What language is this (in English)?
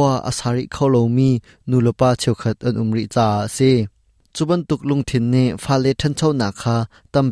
Hakha Chin